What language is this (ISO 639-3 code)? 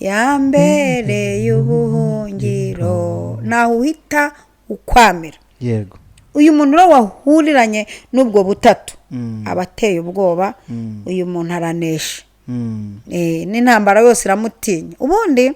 kin